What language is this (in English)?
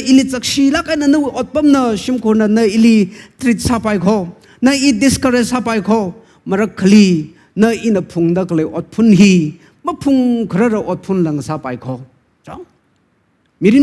Tangkhul Naga (India)